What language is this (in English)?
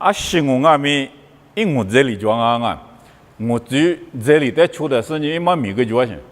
Lisu